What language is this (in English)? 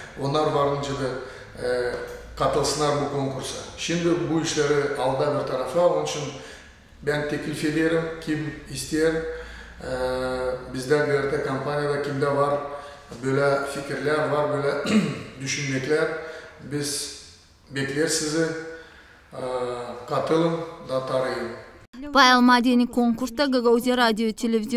Gagauz